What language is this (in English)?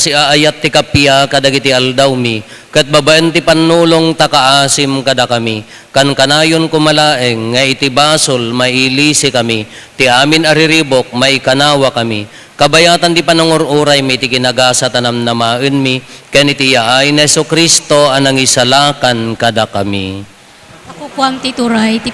Iloko